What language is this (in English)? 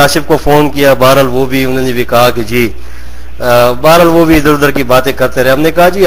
Urdu